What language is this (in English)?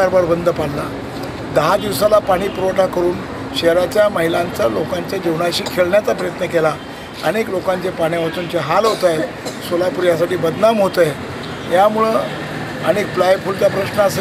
Marathi